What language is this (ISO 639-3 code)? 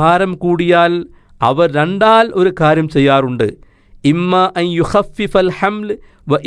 mal